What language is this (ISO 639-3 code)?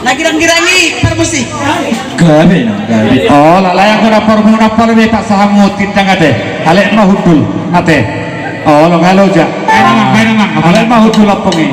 bbc